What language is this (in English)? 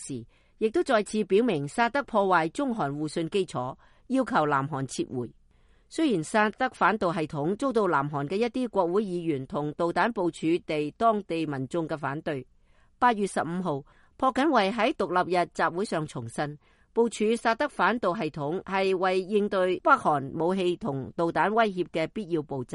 Cantonese